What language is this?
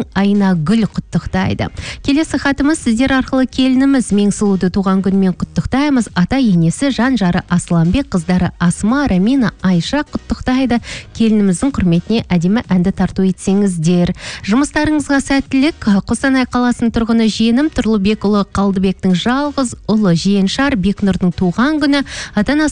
Kazakh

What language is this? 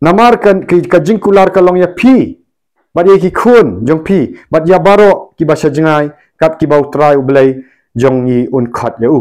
Khasi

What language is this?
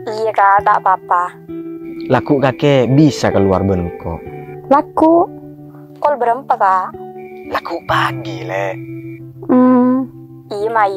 Madurese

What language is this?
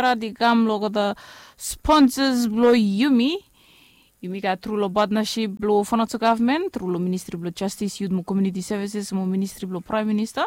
Bislama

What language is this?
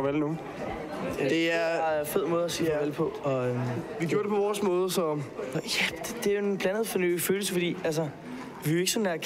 Danish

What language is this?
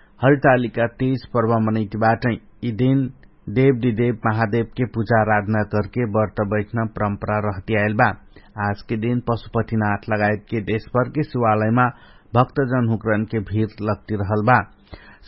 Dangaura Tharu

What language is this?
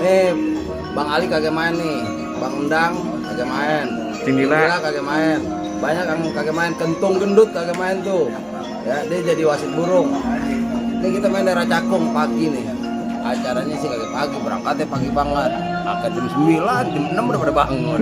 Betawi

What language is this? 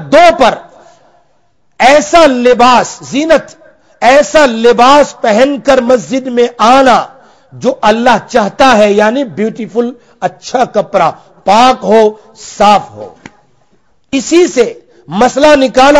Urdu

